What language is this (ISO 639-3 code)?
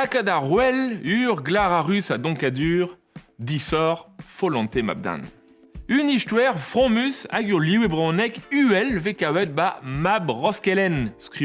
bre